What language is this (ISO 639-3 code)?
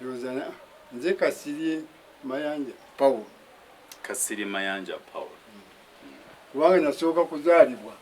lug